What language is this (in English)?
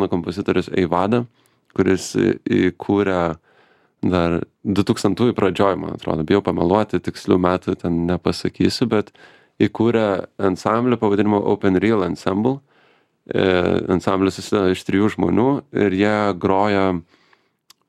Lithuanian